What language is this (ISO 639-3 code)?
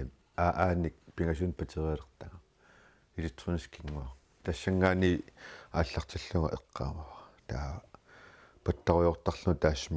kal